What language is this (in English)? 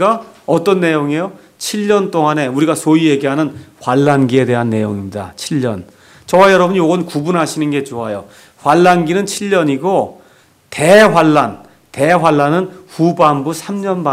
Korean